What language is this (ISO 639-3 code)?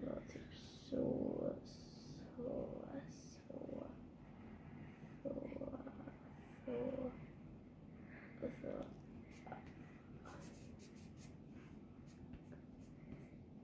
swe